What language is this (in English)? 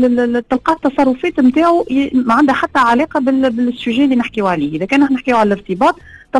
Tunisian Arabic